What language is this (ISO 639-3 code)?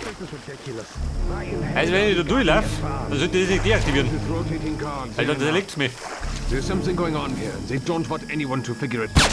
bar